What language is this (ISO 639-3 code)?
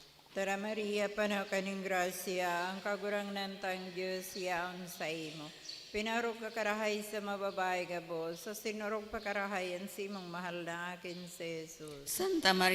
bik